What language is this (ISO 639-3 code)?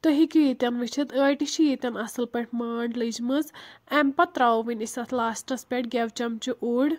kas